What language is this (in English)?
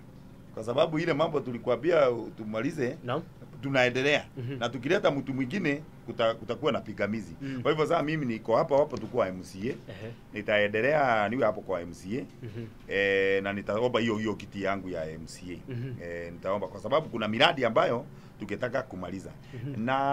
Swahili